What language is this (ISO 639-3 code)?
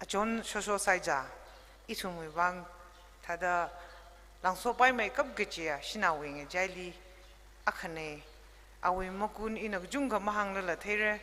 nmf